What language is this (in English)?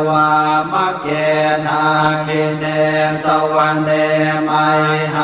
Pali